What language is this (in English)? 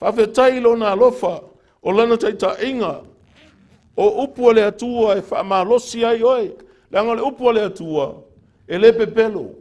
Samoan